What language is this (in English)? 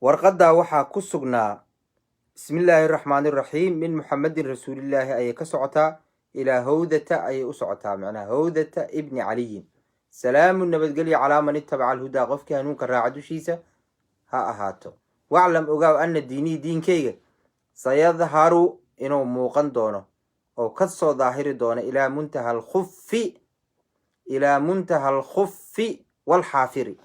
Somali